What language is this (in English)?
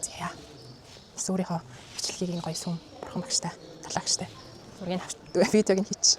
Mongolian